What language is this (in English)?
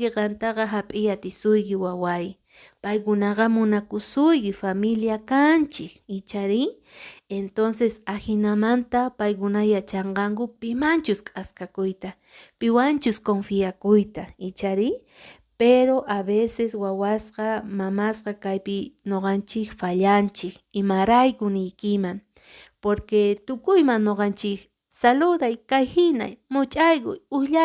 Quechua